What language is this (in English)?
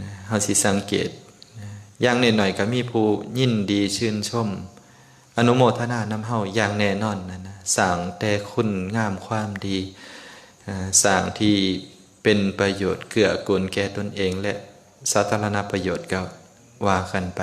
Lao